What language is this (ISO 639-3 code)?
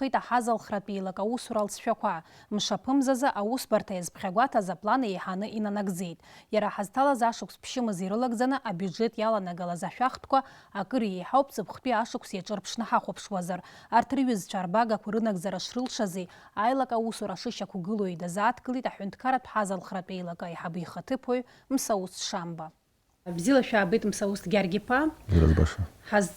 abk